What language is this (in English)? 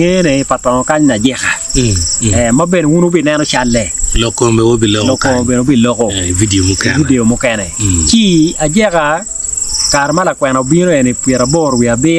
Acoli